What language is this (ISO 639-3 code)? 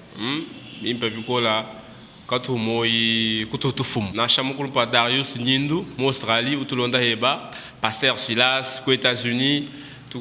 lua